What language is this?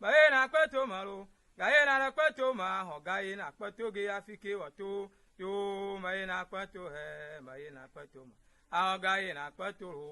Ewe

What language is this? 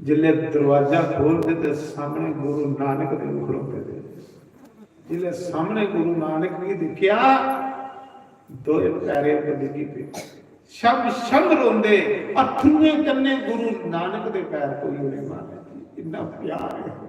Dogri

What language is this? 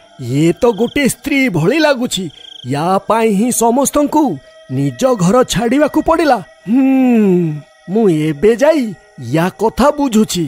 Odia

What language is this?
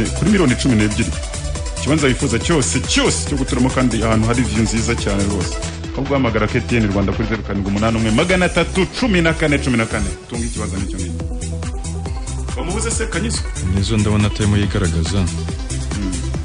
Kinyarwanda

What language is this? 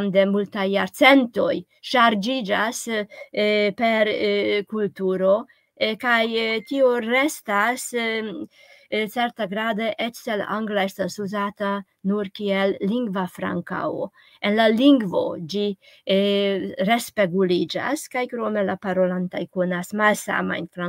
Esperanto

